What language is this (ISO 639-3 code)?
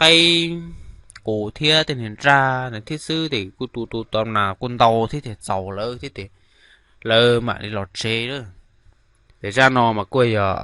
hmn